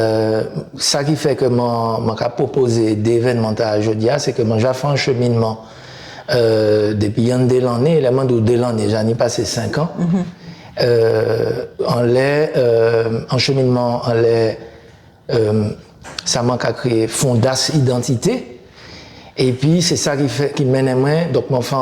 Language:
Guadeloupean Creole French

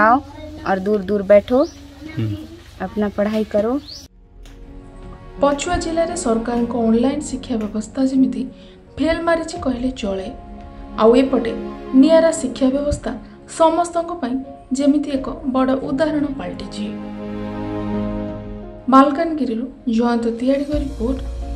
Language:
Odia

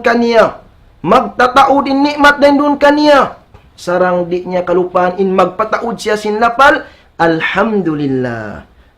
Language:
Tausug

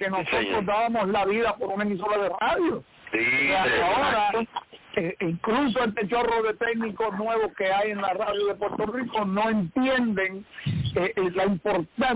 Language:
Spanish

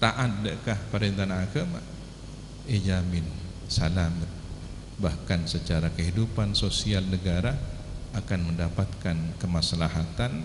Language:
Madurese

